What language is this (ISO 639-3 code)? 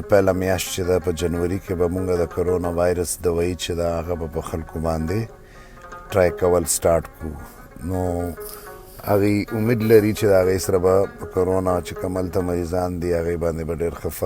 pus